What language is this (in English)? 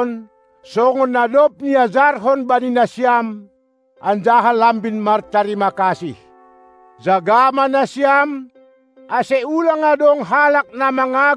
Batak Simalungun